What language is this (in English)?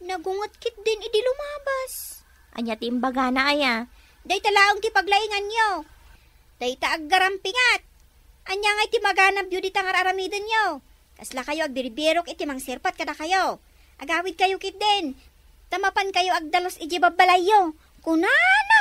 Iloko